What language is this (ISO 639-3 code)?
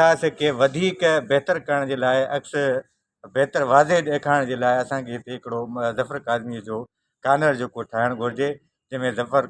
snd